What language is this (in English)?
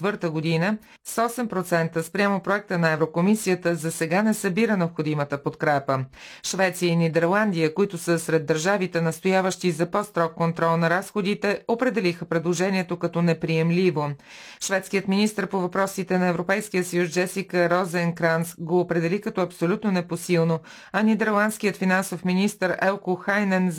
Bulgarian